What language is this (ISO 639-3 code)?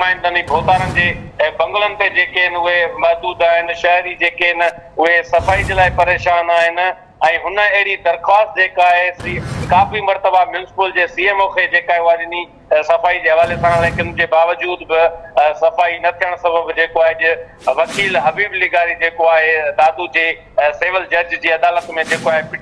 snd